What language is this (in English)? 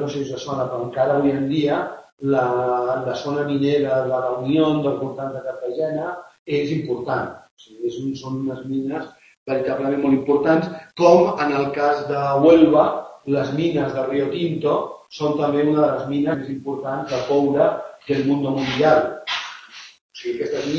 Catalan